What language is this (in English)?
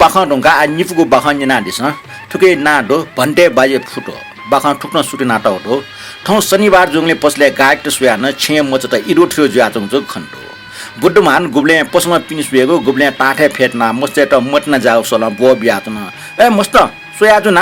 Newari